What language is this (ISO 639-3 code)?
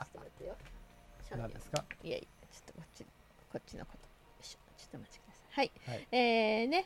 jpn